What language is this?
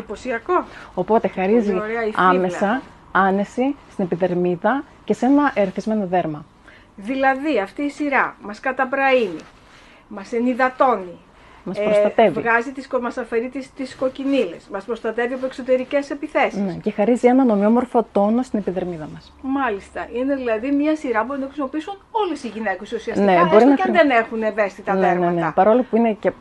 Greek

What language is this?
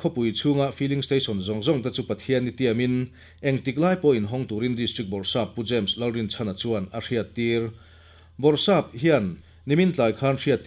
Mizo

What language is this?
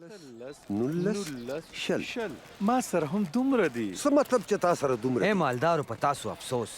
Pashto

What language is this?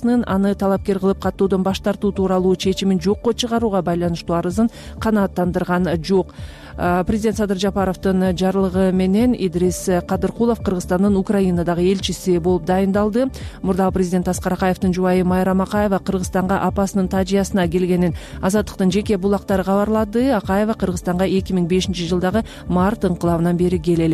Kyrgyz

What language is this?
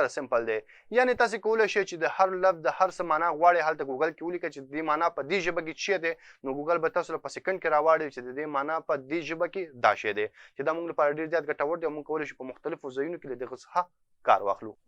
Pashto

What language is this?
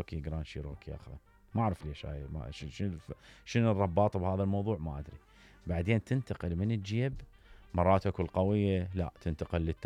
Mesopotamian Arabic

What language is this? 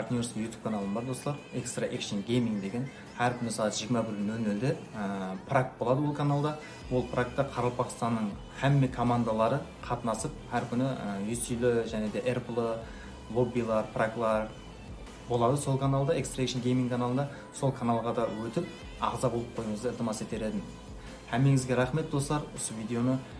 Kara-Kalpak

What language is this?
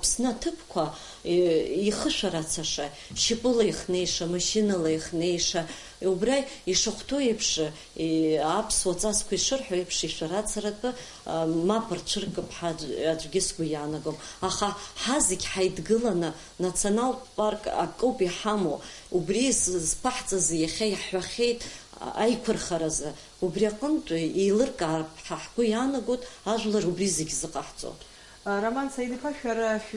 Abkhazian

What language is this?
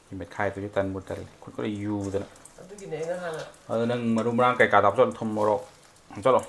Manipuri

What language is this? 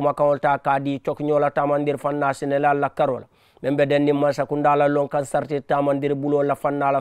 Mandingo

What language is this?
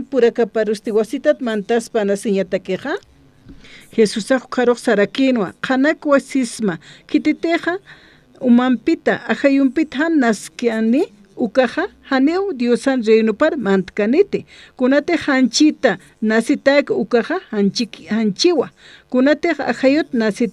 Aymara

